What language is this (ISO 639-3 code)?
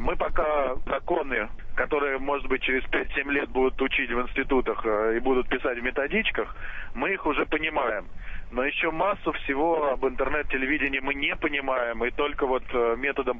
rus